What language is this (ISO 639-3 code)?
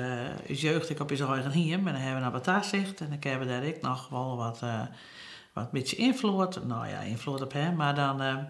fry